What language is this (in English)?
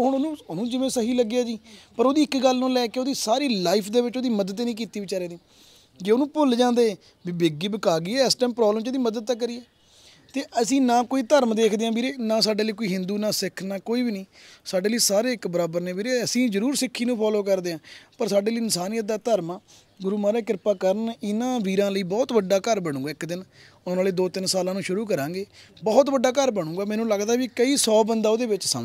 Punjabi